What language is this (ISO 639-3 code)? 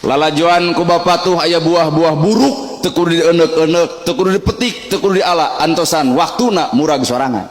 sun